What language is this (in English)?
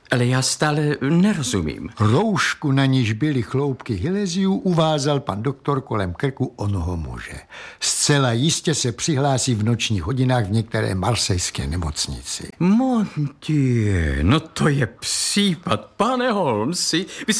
Czech